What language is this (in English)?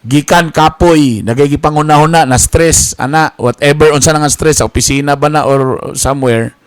Cebuano